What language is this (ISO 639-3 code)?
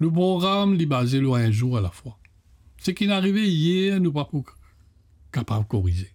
mfe